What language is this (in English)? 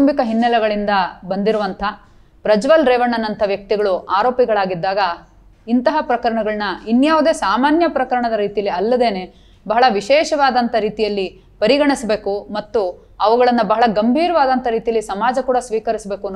Kannada